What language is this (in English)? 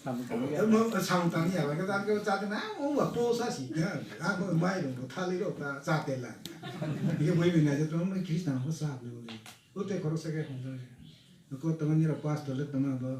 Kok Borok